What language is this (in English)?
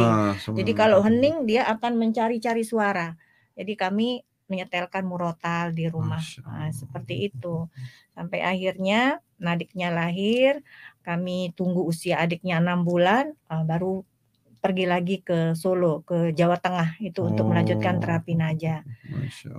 Indonesian